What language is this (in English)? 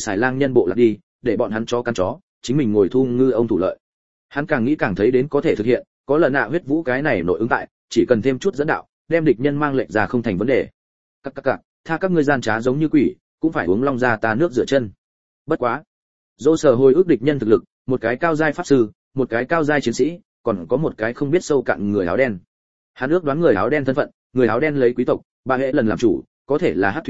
Vietnamese